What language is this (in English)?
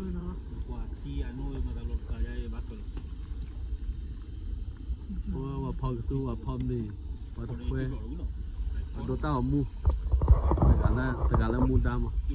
S'gaw Karen